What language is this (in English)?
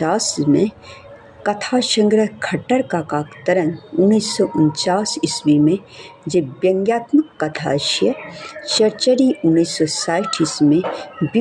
Maithili